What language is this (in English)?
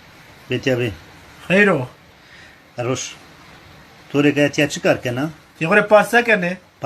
Zaza